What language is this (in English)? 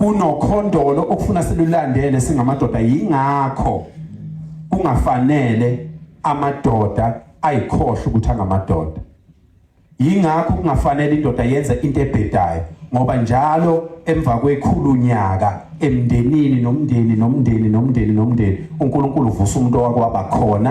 Zulu